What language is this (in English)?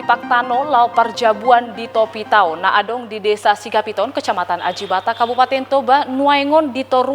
Batak Toba